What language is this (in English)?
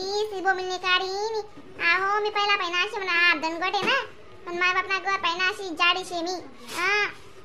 Khandesi